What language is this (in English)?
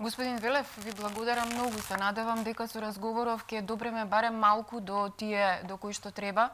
Macedonian